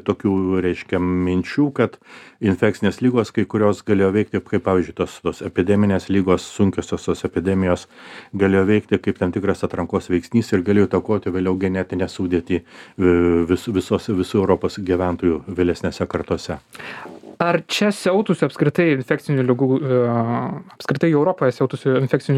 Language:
Lithuanian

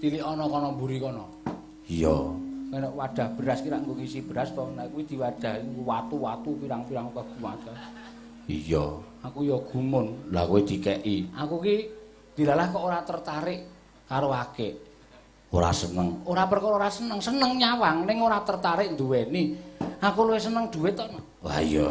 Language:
Javanese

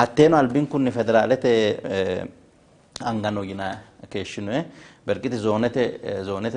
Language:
Sidamo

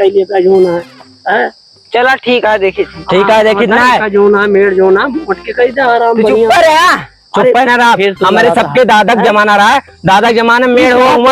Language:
Awadhi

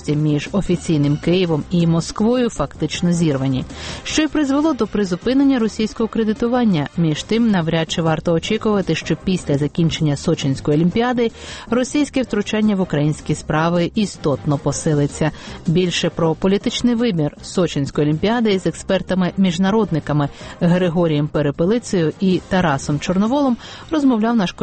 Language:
Ukrainian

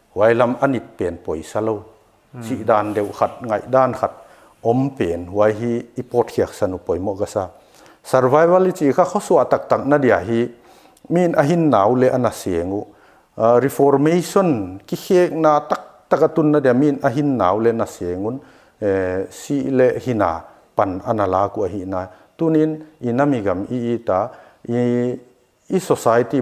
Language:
Paite Chin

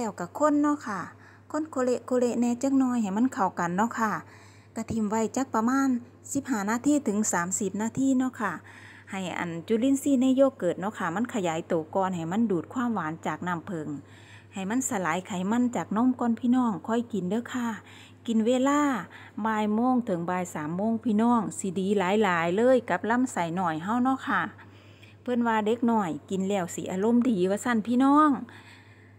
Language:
Northeastern Thai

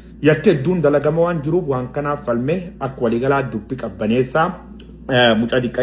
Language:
Oromo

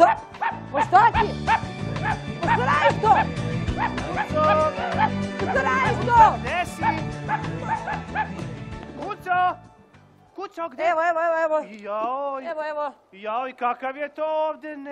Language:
Serbian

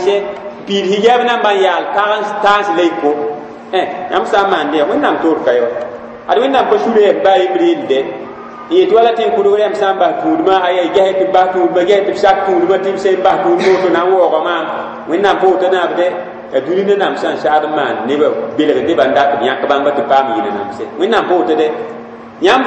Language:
Mossi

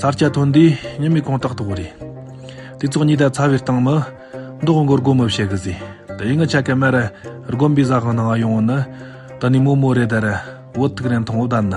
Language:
Tibetan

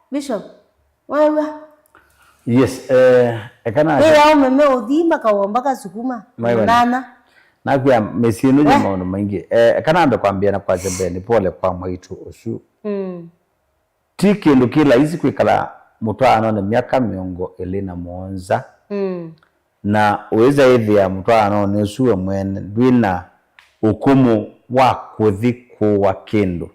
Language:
Kamba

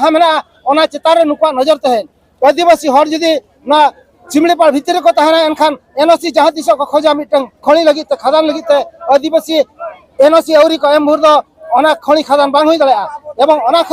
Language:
Santali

